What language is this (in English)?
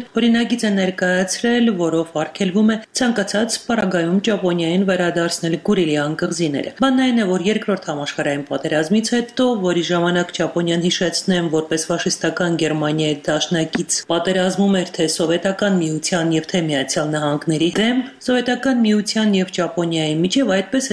Armenian